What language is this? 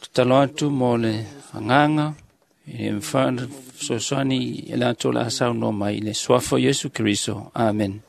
Samoan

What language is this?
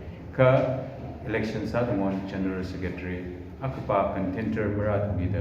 Tangkhul Naga (India)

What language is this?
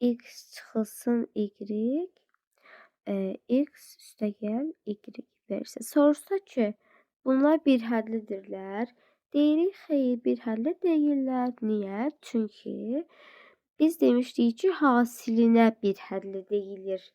Azerbaijani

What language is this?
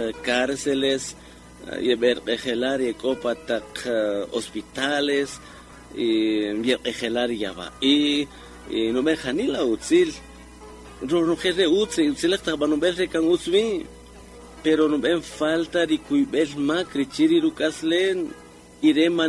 Kaqchikel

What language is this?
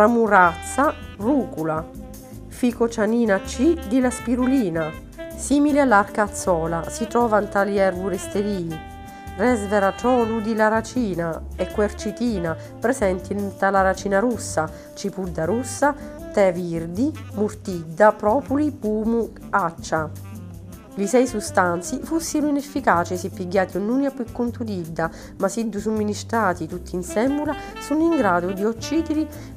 Sicilian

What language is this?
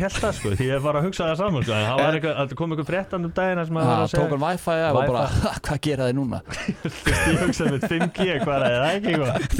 Icelandic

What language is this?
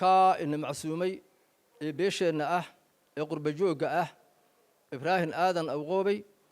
Somali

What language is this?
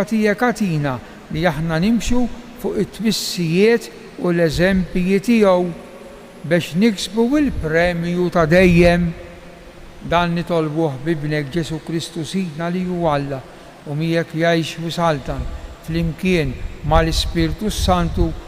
Maltese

